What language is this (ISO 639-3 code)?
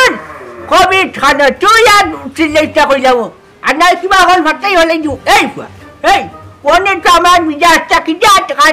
syl